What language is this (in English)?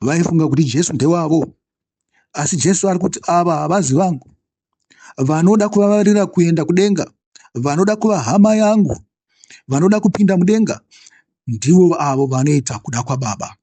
Shona